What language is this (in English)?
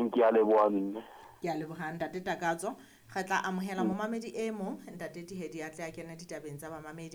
Southern Sotho